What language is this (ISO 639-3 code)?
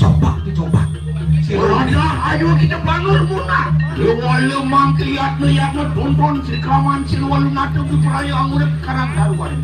ban